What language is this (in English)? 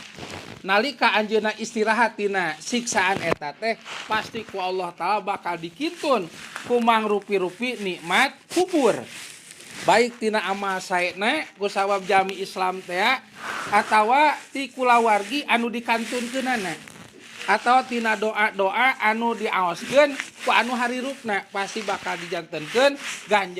Sundanese